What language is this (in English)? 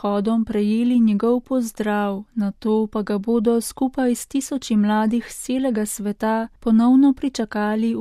Slovenian